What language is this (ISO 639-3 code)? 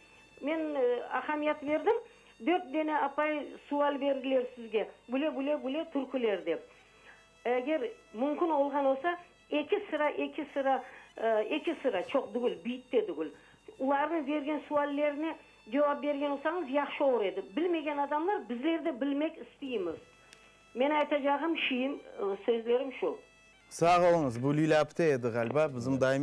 crh